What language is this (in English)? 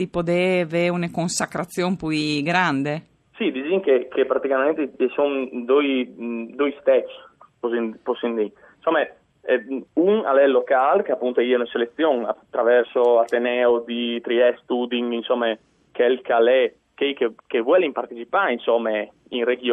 Friulian